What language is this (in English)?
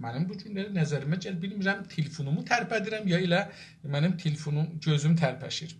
South Azerbaijani